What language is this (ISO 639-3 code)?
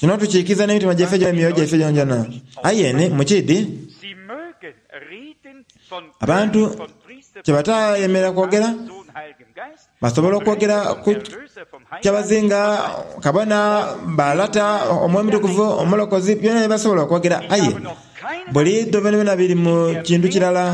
xog